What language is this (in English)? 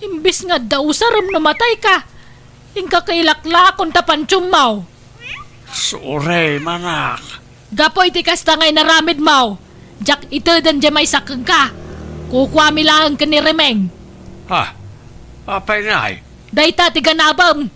Iloko